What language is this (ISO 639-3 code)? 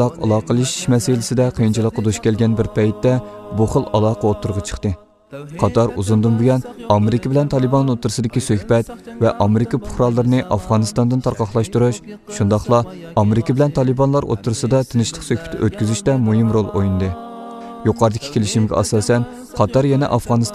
uig